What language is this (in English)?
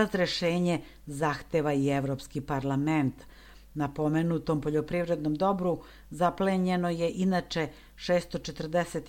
Serbian